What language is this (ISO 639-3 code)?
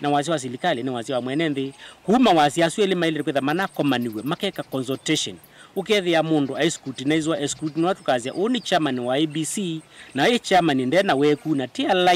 kam